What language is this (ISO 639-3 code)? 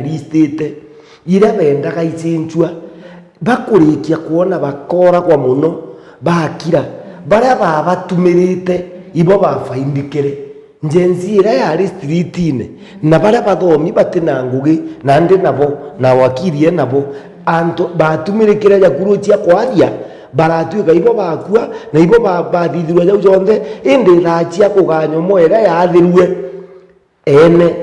mer